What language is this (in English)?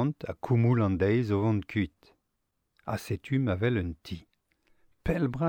Breton